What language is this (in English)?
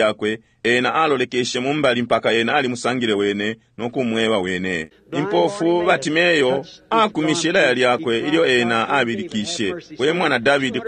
Bemba